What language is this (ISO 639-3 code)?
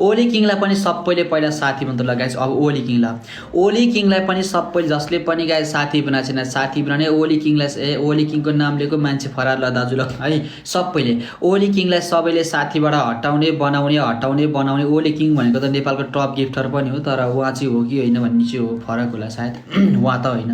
nep